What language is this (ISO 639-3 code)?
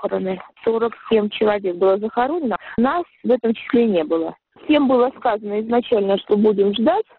rus